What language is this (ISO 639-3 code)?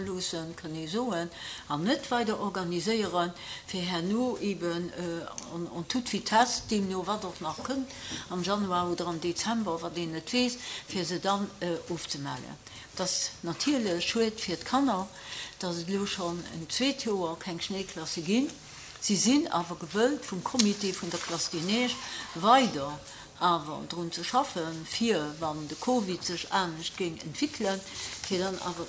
ltz